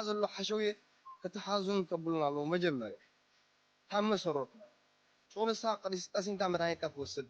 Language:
Tigrinya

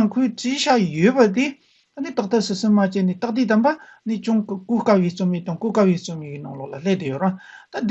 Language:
Tibetan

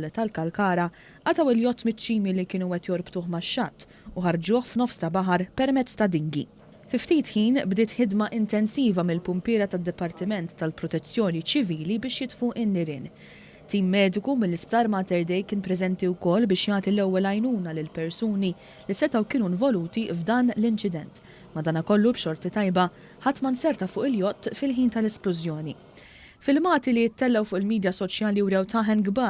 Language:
Maltese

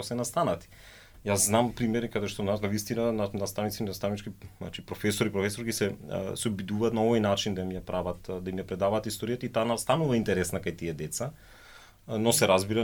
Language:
Macedonian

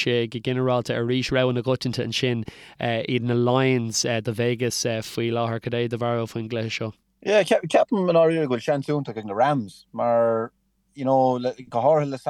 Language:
Irish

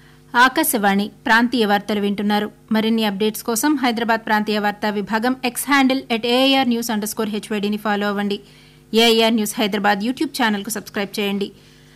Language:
Telugu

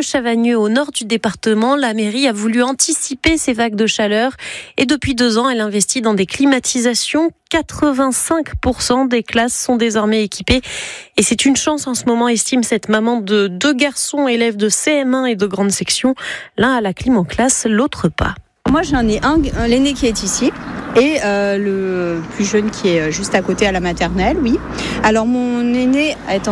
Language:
French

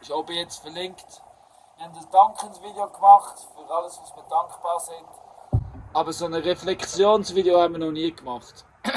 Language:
Swiss German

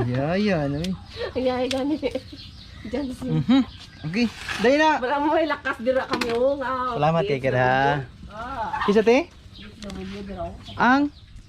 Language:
Cebuano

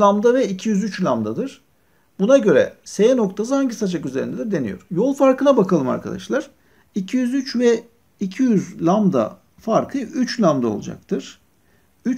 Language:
Turkish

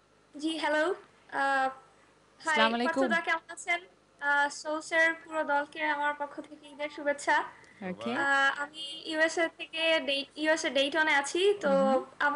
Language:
Bangla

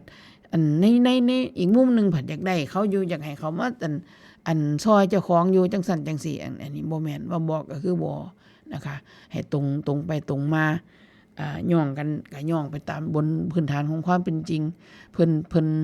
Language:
Northeastern Thai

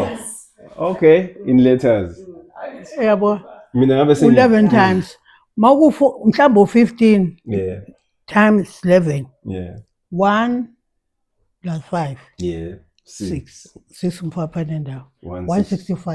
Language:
Zulu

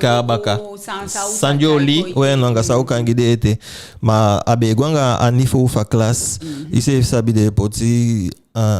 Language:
Eastern Maroon Creole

